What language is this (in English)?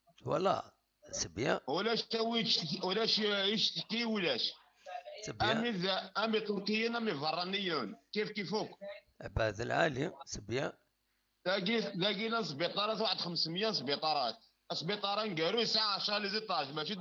Kabyle